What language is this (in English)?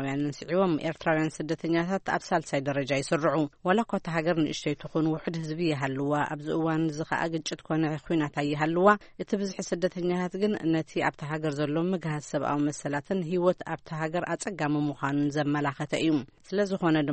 Tigrinya